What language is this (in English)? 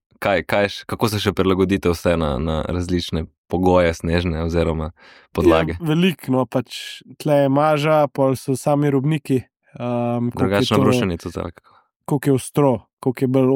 Slovenian